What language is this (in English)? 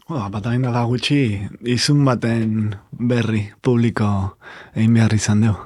Basque